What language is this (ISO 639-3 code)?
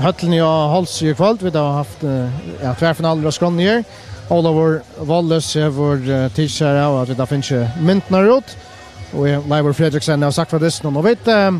fao